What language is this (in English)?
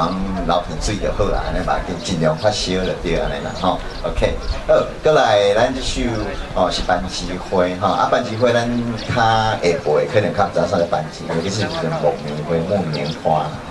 Min Nan Chinese